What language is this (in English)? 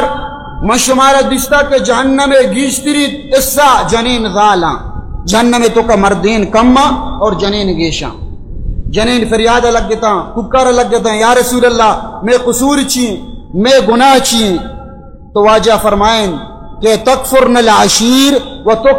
Baluchi